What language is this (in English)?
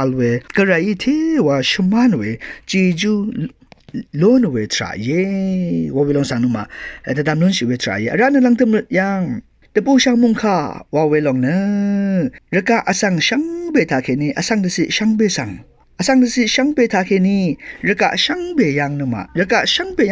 Rawang